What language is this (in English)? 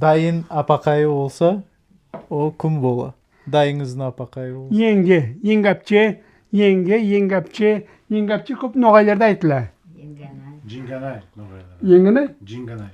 Crimean Tatar